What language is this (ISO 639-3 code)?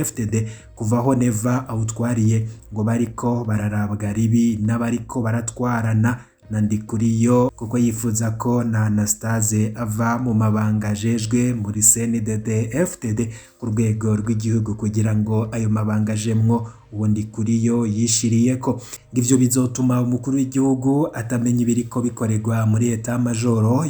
run